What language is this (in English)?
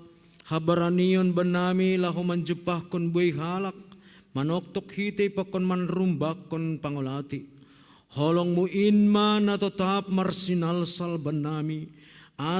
Batak Simalungun